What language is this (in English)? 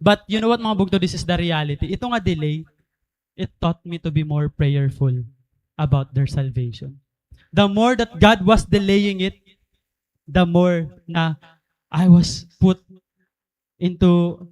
Waray